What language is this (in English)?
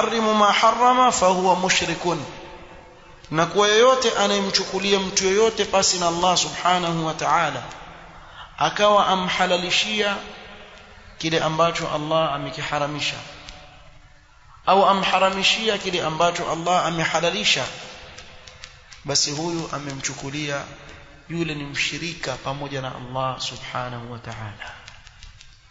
Swahili